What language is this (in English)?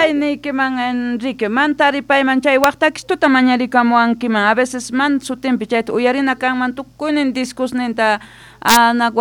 South Bolivian Quechua